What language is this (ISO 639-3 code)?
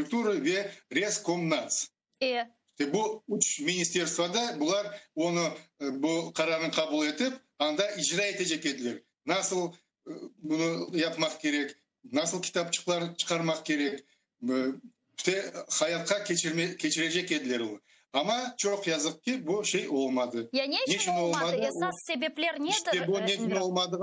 crh